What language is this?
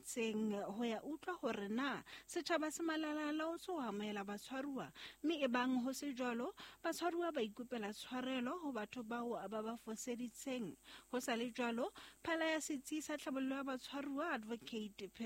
Southern Sotho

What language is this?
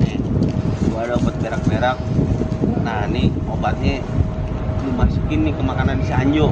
Betawi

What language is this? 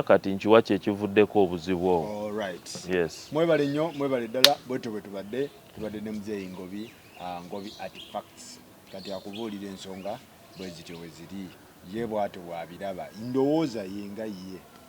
Ganda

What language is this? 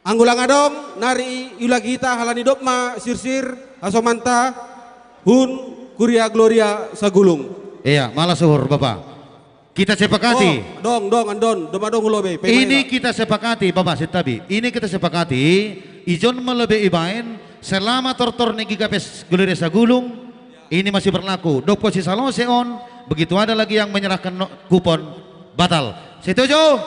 Batak Simalungun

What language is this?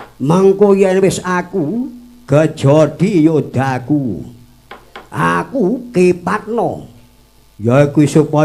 Javanese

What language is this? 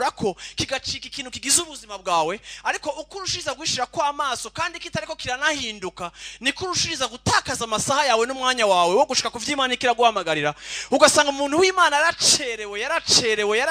Rundi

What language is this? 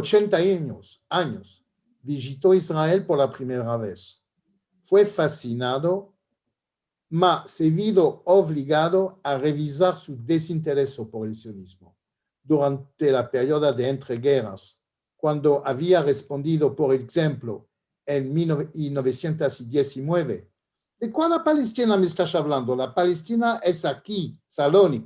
Ladino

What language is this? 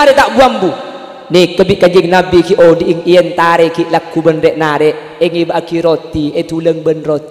Madurese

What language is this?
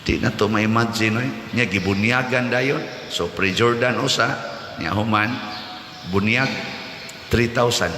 Cebuano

